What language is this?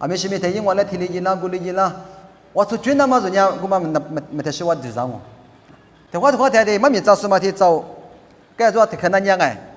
Lisu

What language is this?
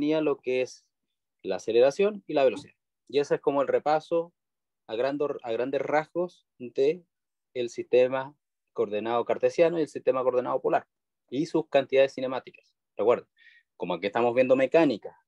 Spanish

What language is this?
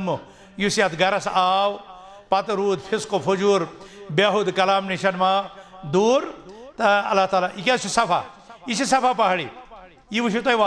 Kashmiri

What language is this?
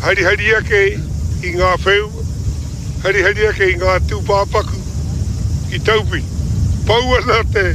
Māori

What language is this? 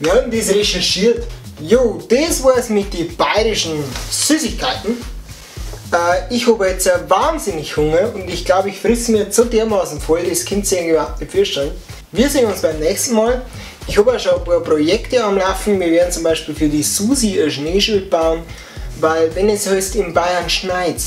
Bavarian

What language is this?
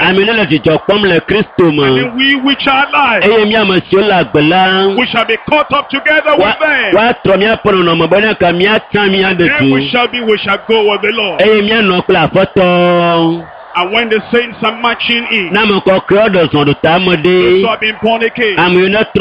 Ewe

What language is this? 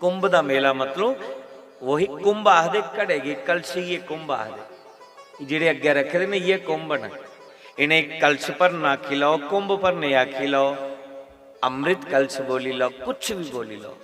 Dogri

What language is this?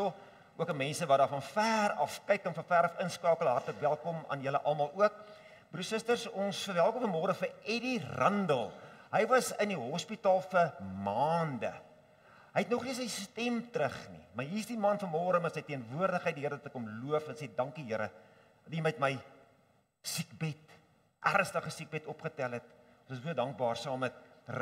Afrikaans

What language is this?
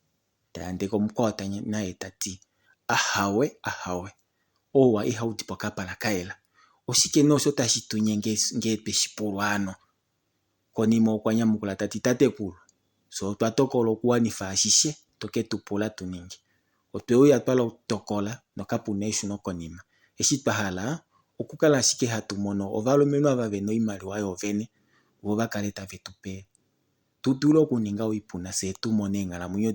Kuanyama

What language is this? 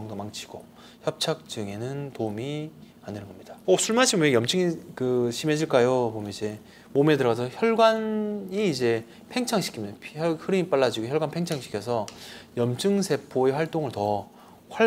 Korean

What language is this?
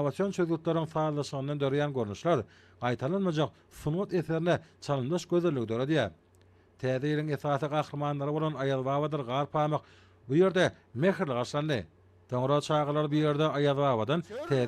Turkmen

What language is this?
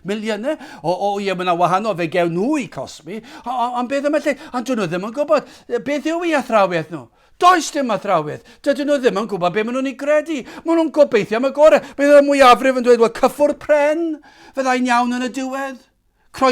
Welsh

